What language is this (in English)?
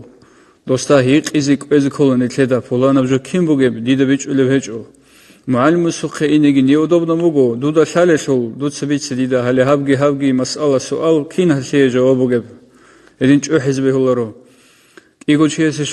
Avaric